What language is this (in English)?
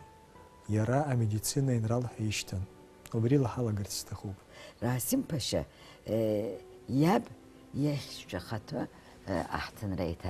Abkhazian